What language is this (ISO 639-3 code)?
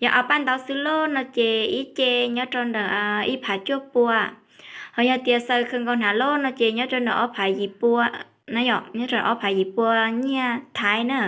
hmn